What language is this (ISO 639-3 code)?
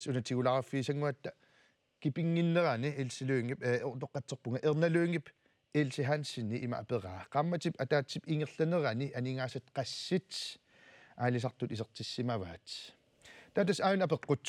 kal